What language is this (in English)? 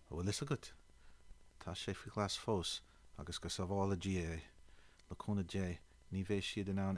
Irish